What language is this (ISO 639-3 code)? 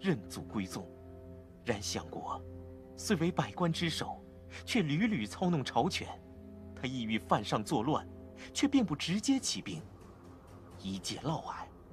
zho